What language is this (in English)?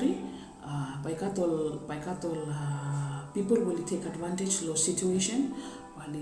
Bislama